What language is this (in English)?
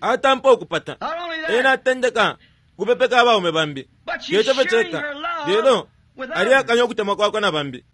Bemba